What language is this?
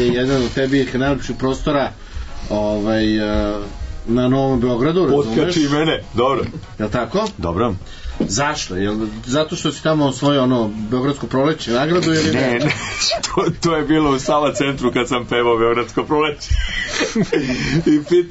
Serbian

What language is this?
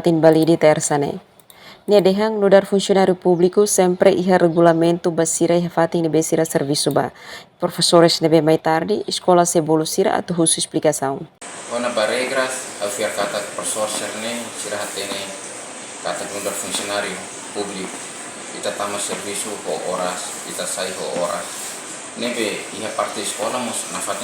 Tetum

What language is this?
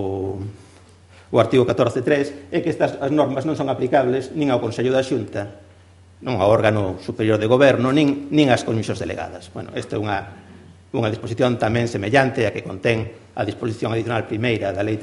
Galician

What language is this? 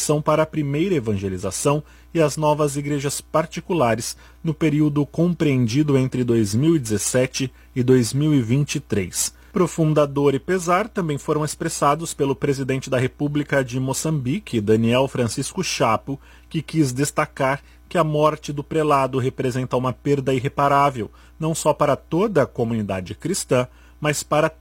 Portuguese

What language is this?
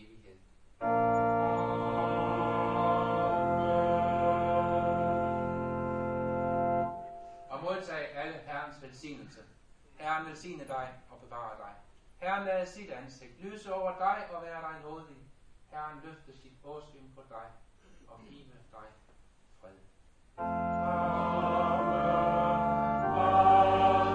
Danish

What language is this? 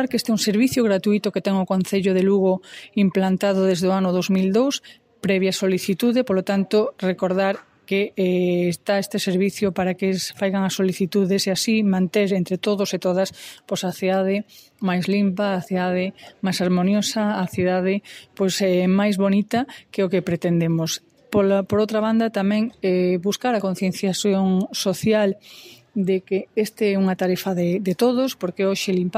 Galician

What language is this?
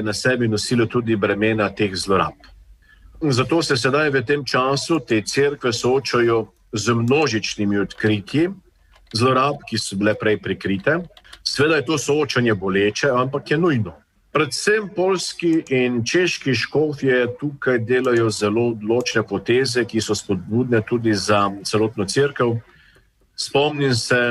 Slovenian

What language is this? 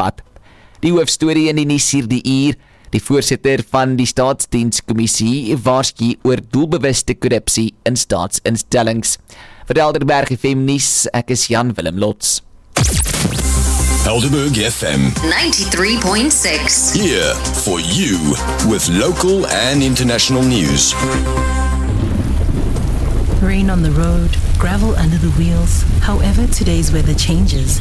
Afrikaans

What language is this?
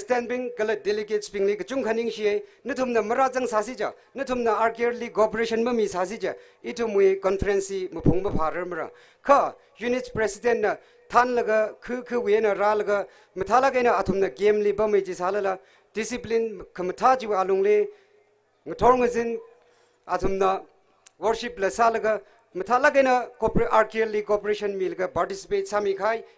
Tangkhul Naga (India)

